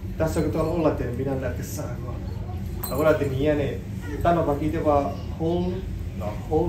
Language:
S'gaw Karen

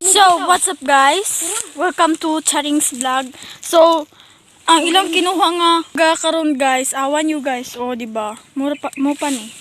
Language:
Cebuano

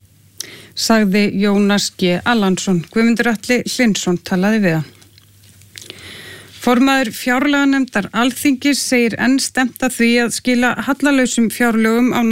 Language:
Icelandic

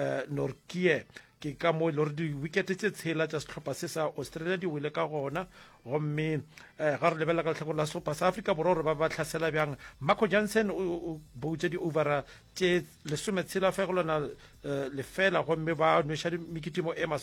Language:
Northern Sotho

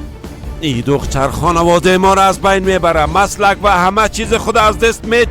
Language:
Persian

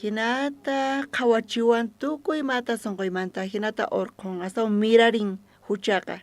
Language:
South Bolivian Quechua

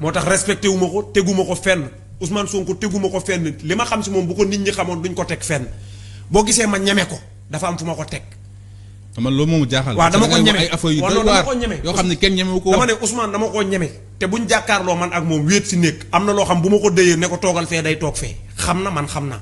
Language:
Wolof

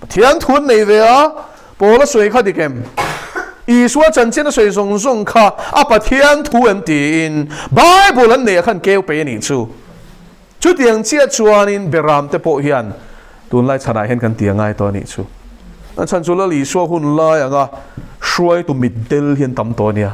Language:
Mizo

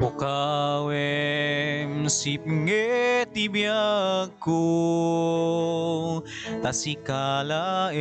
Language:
Iloko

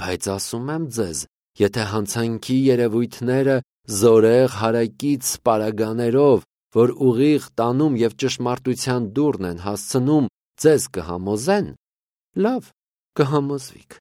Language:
Armenian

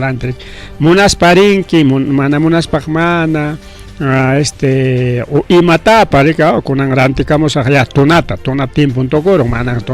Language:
Ayacucho Quechua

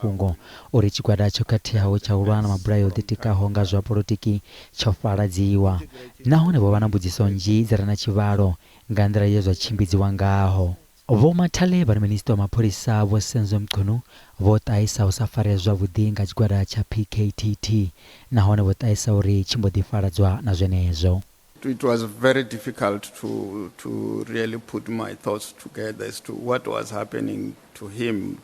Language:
Venda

